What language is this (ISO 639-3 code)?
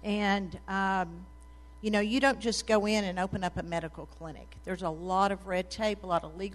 eng